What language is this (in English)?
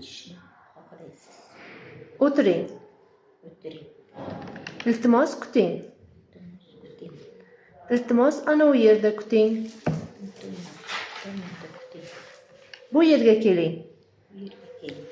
Uzbek